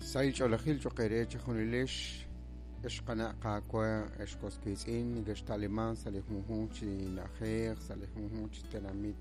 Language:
Kekchí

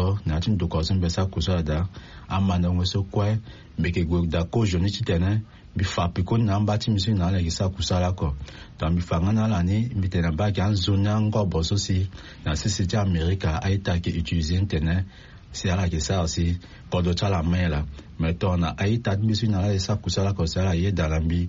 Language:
Sango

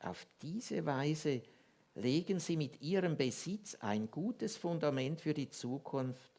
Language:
Swiss German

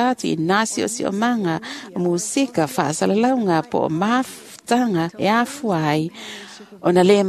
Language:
Samoan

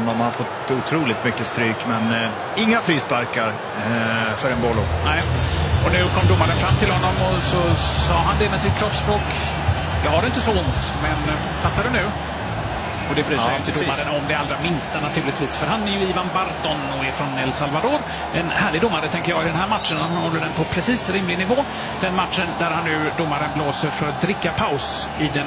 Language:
Swedish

